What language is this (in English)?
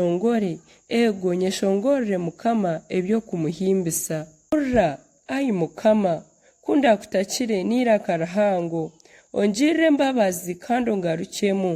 Nyankole